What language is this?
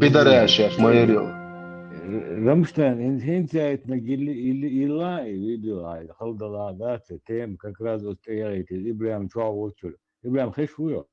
Chechen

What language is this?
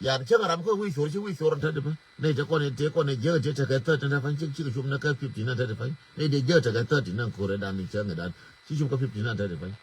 Nuer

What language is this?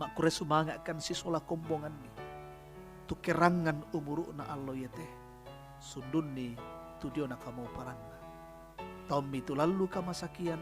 Toraja-Sa'dan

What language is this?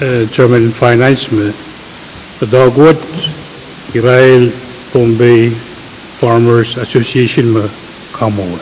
Pohnpeian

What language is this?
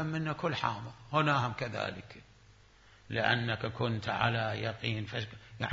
Mesopotamian Arabic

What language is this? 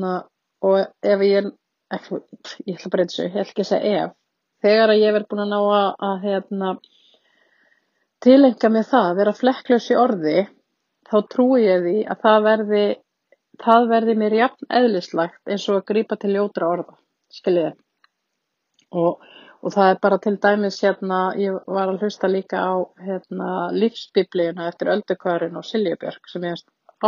Icelandic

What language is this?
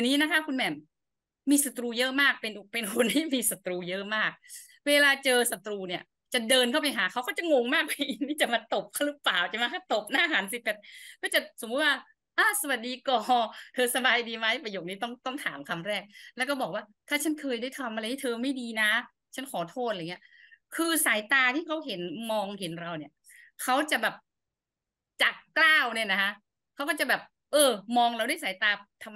Thai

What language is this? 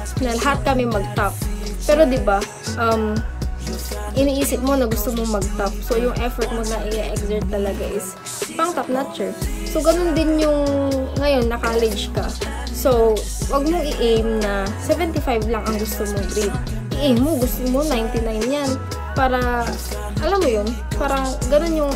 Filipino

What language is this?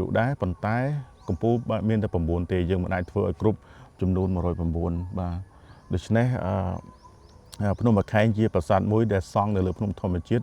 Khmer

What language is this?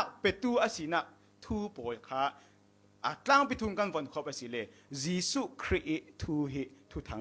Falam Chin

